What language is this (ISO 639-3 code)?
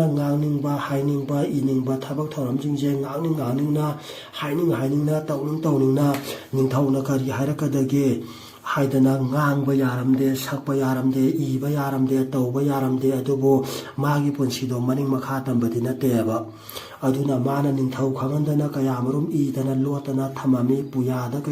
mni